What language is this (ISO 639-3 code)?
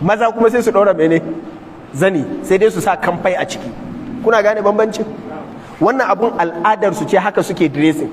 hau